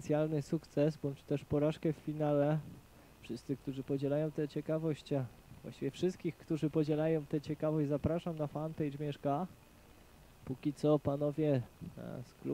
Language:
Polish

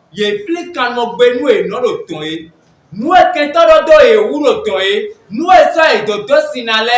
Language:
Fon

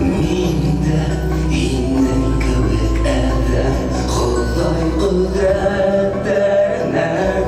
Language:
Bashkir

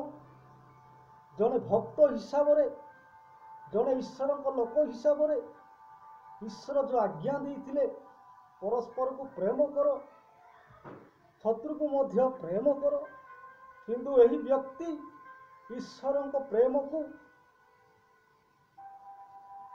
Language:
Odia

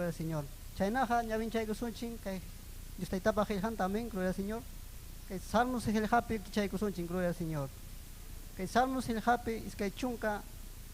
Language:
Ayacucho Quechua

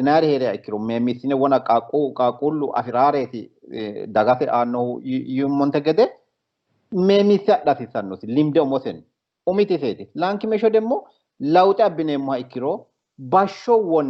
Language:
Sidamo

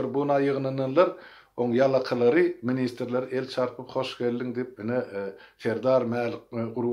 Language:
Turkmen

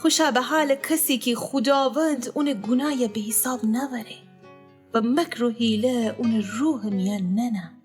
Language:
Gilaki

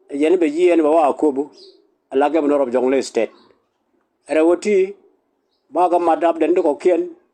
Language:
Nuer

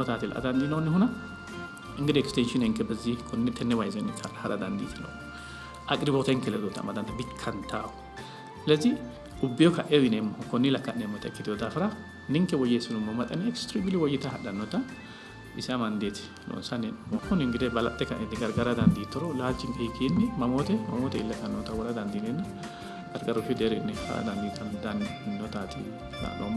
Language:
Sidamo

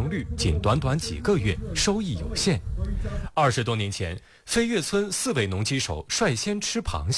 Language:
Chinese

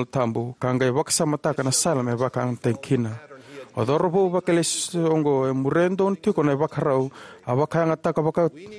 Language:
Fijian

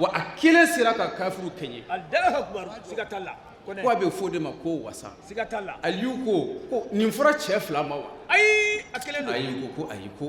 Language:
Bambara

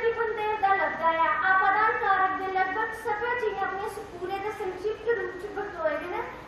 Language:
Dogri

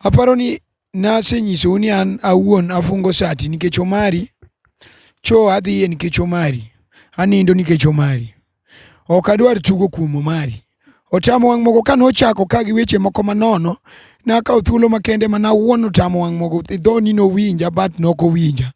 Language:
Luo (Kenya and Tanzania)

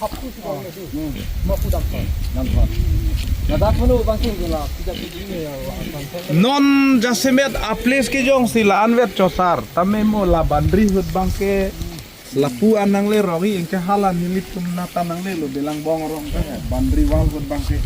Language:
Karbi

